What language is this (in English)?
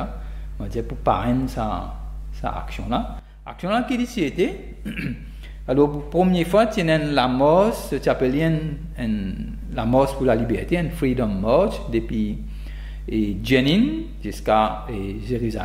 Morisyen